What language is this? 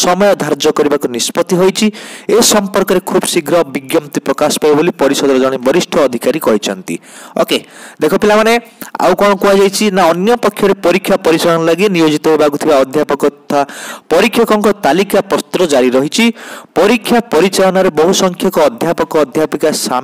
Odia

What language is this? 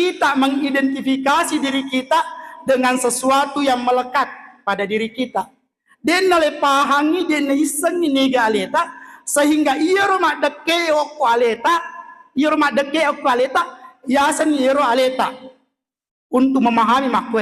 Buginese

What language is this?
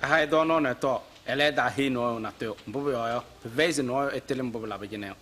Kabiyè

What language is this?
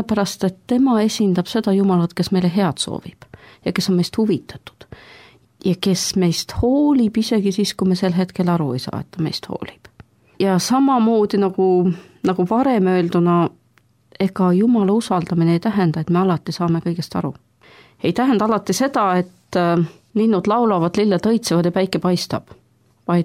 Estonian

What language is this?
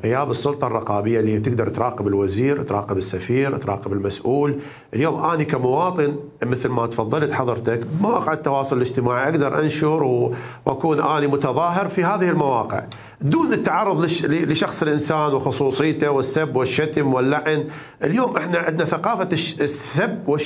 Mesopotamian Arabic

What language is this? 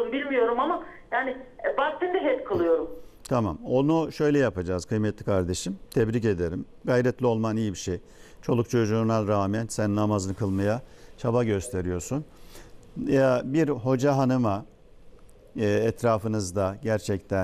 Turkish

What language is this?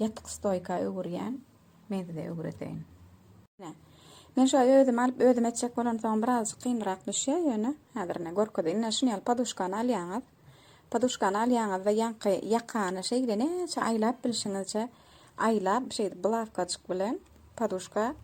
Turkmen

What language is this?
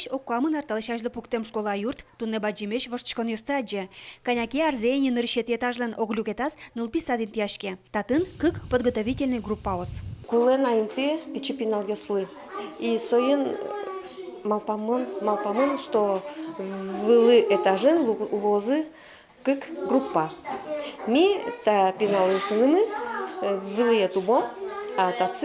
Udmurt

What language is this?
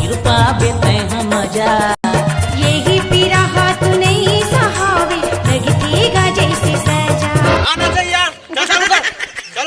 Chhattisgarhi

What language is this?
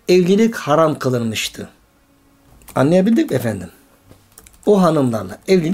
Turkish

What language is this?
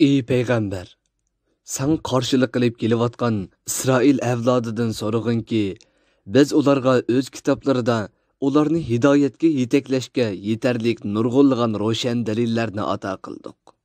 Uyghur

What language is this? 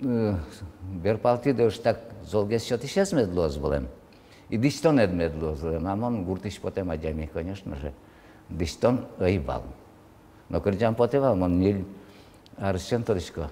Udmurt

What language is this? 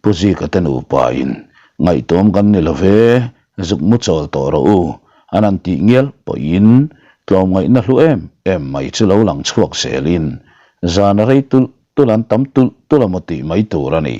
Mizo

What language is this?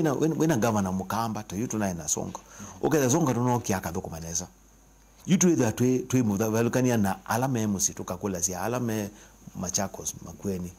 Kamba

